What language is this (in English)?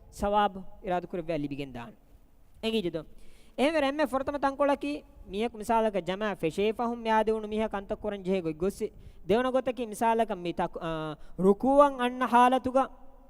Divehi